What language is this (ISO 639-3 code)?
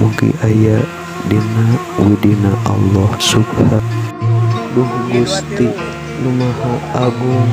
sun